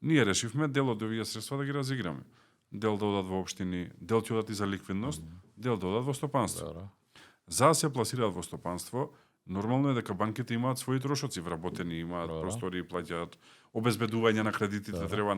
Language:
Macedonian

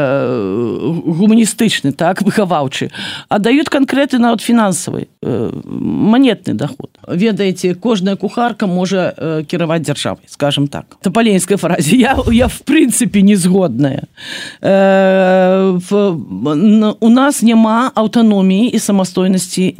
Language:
Belarusian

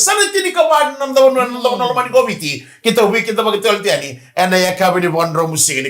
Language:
Fijian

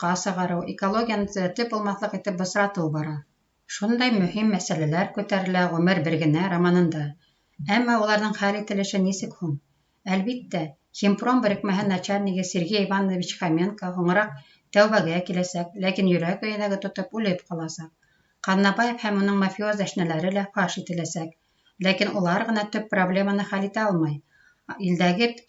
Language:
Bashkir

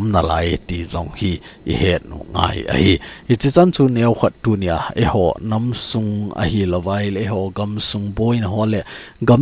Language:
Thado Chin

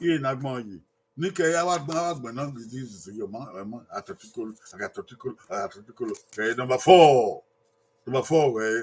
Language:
Bini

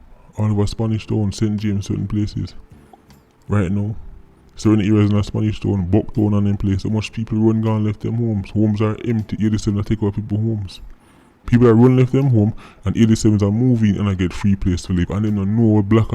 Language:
Jamaican Creole English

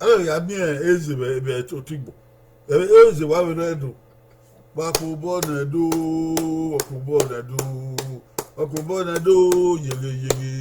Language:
Bini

